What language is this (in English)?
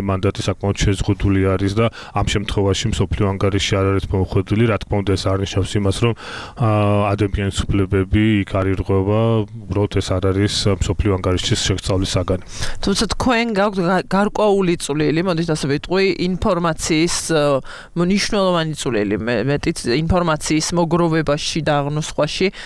Georgian